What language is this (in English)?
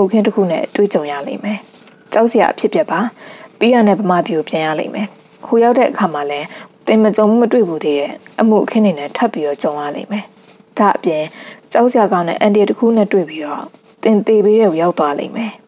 Burmese